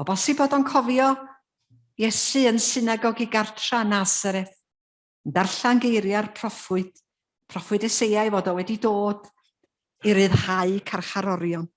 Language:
Welsh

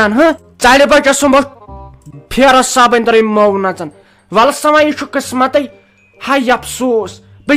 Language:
Kashmiri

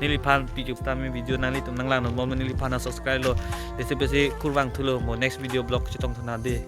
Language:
Karbi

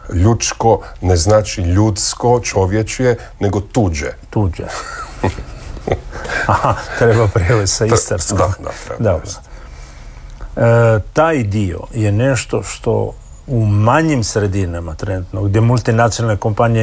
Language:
Croatian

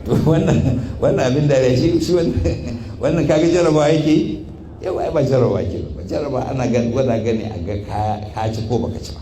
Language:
Hausa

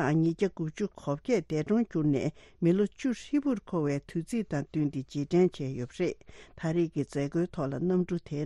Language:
Tibetan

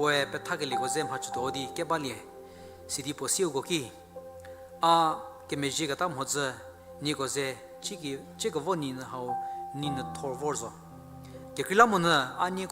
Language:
Angami Naga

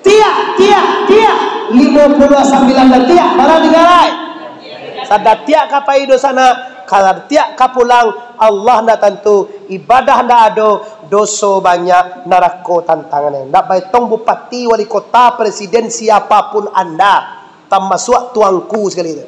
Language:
Minangkabau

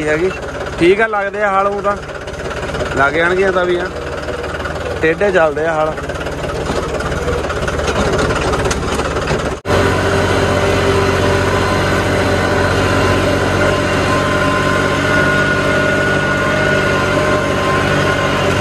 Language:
Punjabi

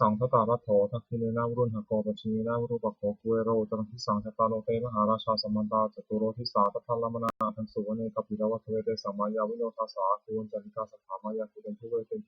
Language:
Pali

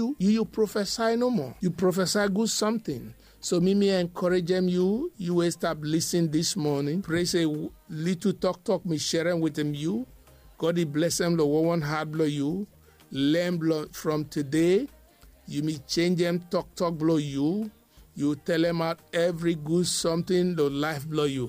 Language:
Bislama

